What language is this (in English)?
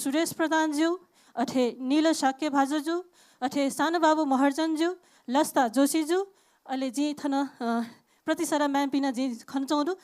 Newari